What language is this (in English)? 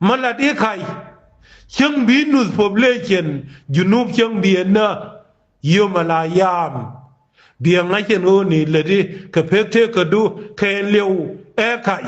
Nuer